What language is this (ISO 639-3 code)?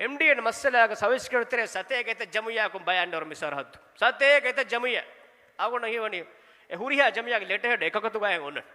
div